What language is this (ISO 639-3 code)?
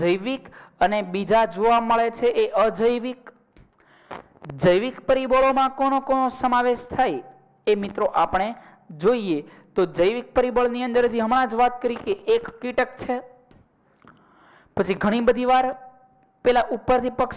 guj